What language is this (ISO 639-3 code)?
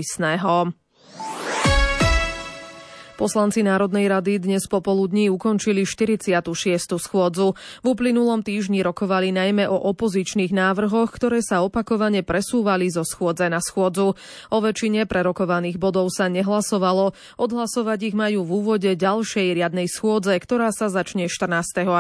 slk